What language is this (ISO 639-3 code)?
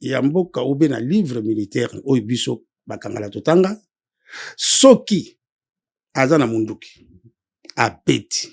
lin